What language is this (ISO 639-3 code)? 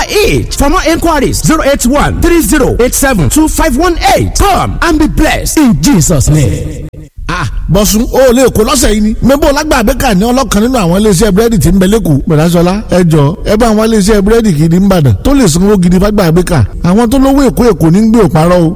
yor